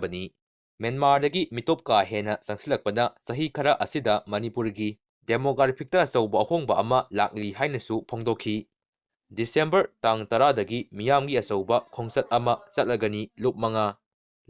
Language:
Manipuri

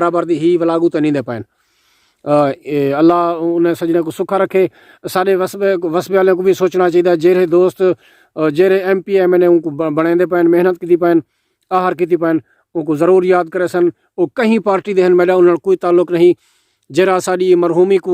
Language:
Saraiki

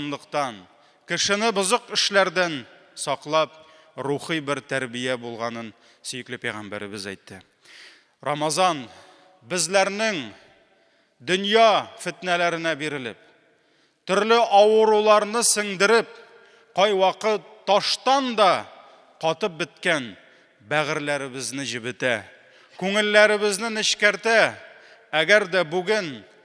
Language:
Tatar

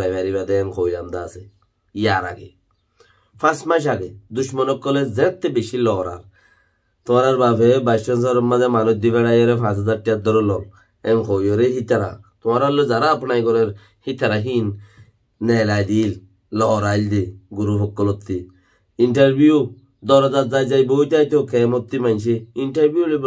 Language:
Rohingya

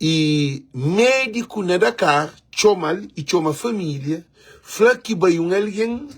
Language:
Kabuverdianu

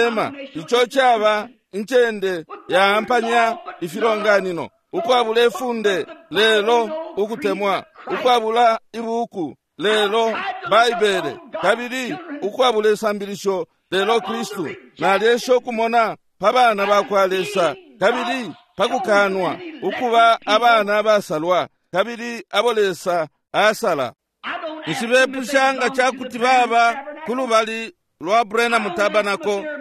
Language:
Bemba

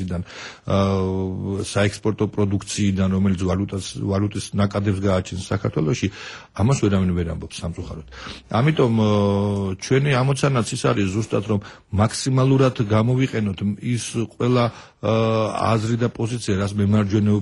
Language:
Georgian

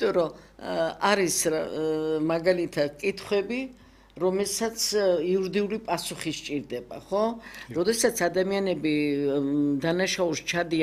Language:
Georgian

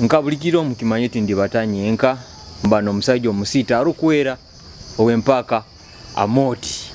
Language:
Nyoro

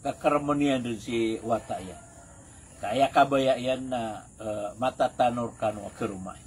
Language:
Maranao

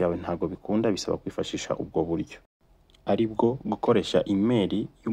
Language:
Kinyarwanda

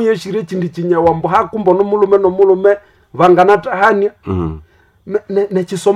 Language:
Nande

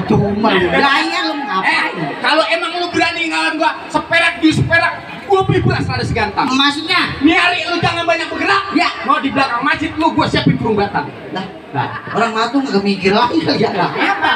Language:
Betawi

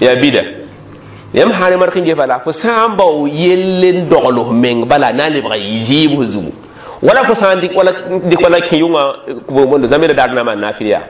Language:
Mossi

